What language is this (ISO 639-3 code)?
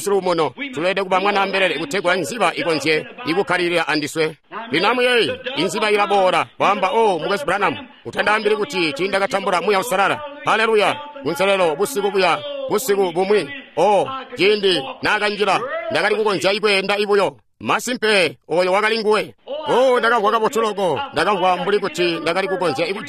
toi